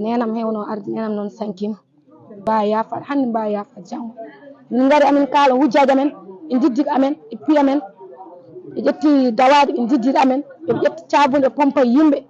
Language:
Fula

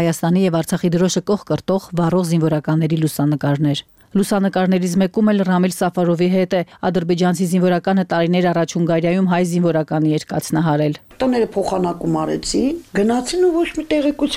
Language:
Armenian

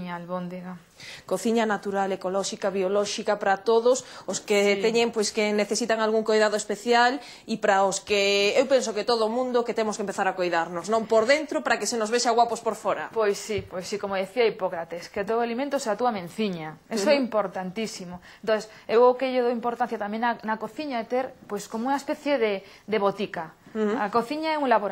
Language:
Galician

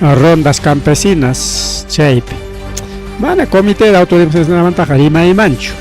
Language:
Ayacucho Quechua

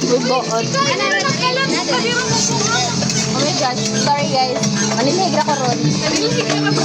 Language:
Cebuano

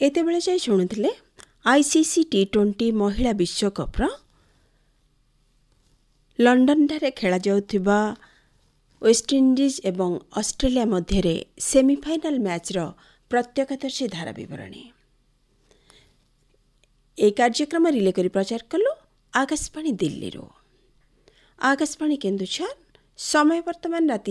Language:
Odia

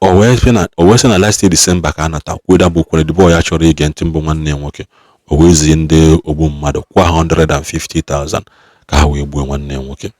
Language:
Igbo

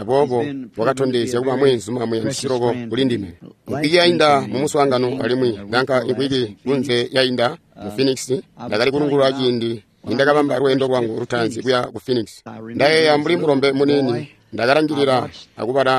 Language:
Tonga (Zambia)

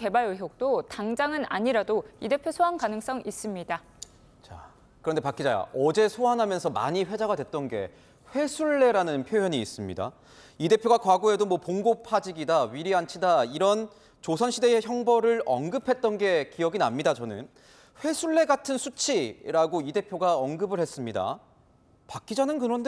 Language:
Korean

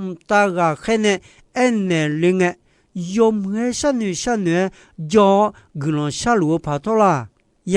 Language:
Akha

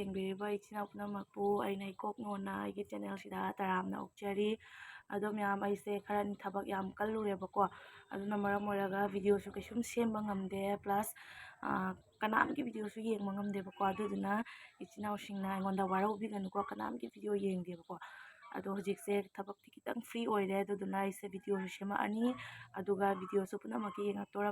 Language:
Manipuri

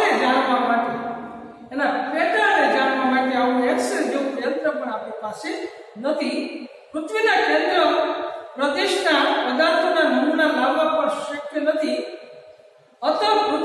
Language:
Gujarati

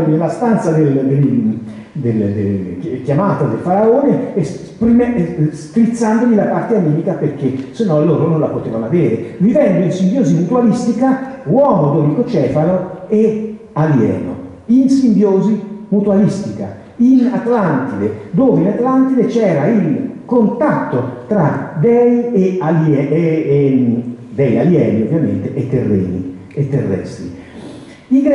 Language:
Italian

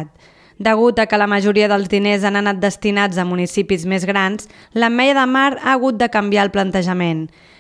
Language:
Catalan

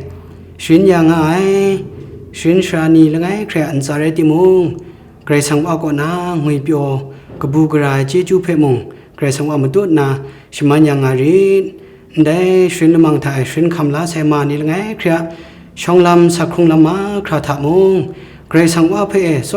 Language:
Kachin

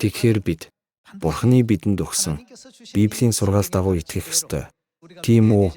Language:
Mongolian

